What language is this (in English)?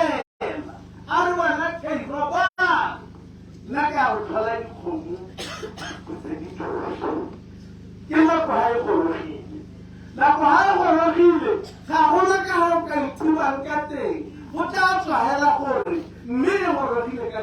Tswana